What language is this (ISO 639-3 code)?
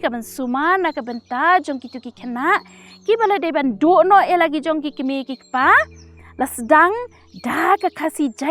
kha